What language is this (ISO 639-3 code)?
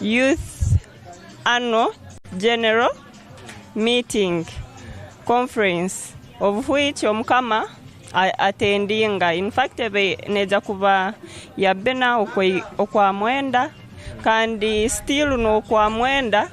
ttj